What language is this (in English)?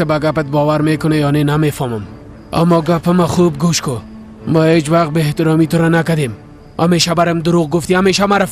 Persian